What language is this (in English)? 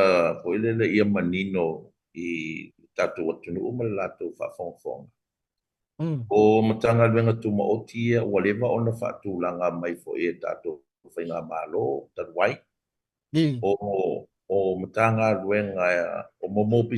Samoan